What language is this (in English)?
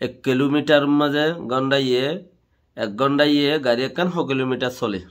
Rohingya